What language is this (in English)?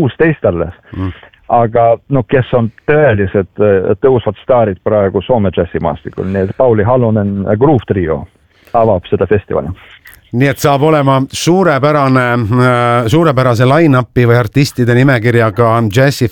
Estonian